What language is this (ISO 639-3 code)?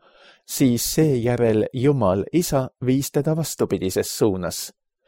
est